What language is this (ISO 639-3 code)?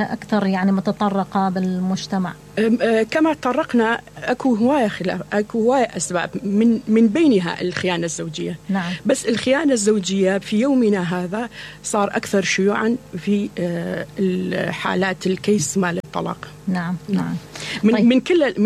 acm